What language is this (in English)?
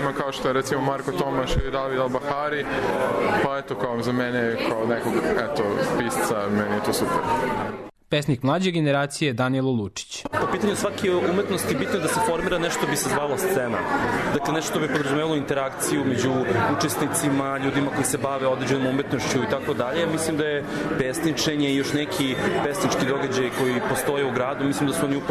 Serbian